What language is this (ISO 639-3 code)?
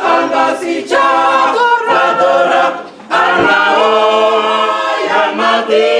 ven